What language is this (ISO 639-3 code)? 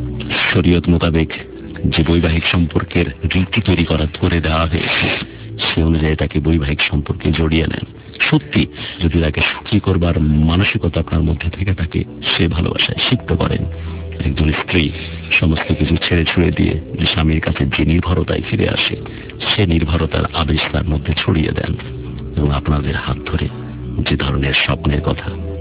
ben